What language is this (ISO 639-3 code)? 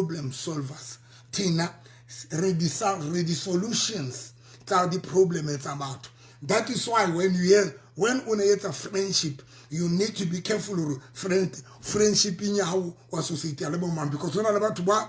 sot